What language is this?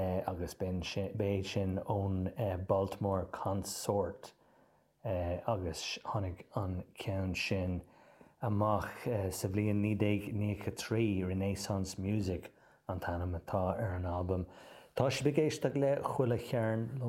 Irish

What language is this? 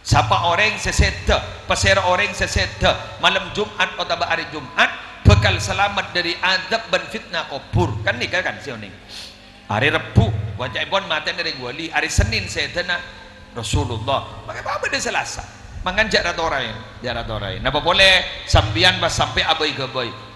Madurese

